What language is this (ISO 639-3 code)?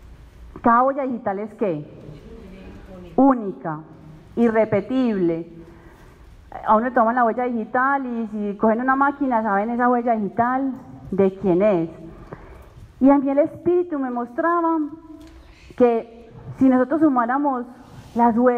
spa